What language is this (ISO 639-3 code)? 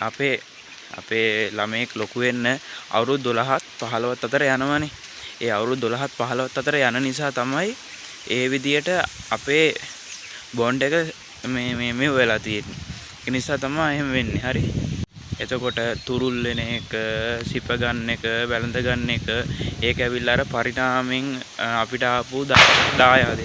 sin